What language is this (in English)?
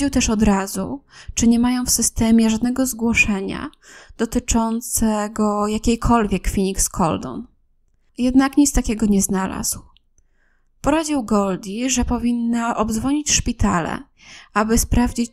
Polish